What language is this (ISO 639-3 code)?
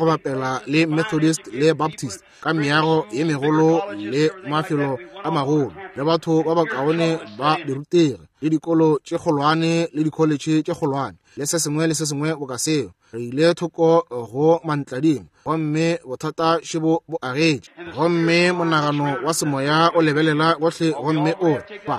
nso